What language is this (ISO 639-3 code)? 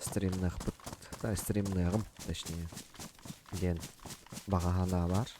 sah